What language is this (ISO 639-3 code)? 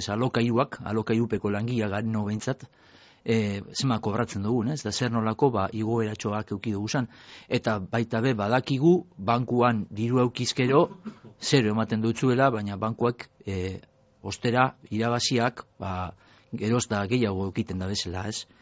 eus